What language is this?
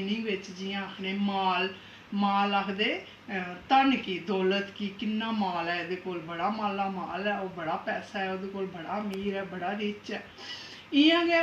Dogri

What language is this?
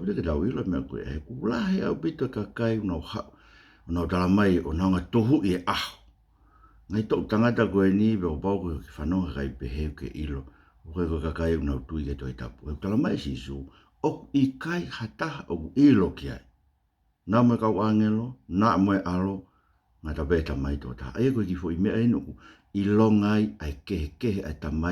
Tongan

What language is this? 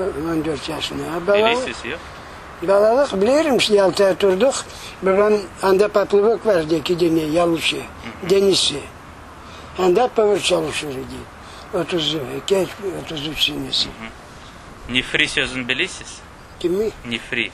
Crimean Tatar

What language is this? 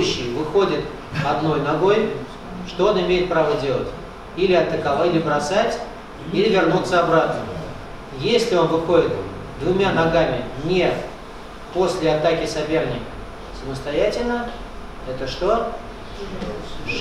Russian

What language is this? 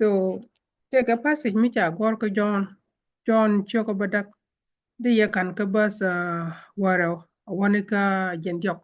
Nuer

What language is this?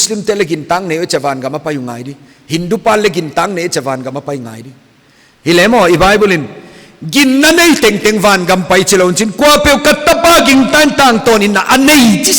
Paite Chin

